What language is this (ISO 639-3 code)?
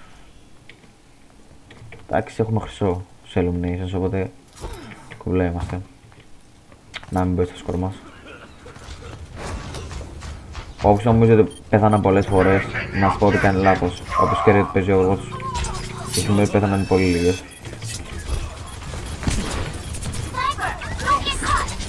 ell